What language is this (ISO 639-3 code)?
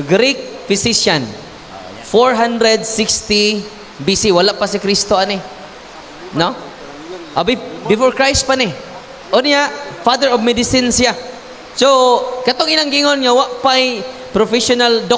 ceb